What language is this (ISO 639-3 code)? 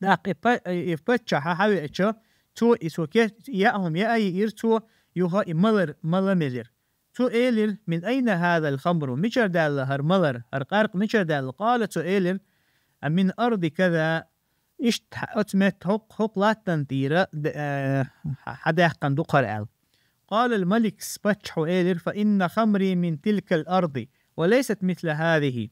che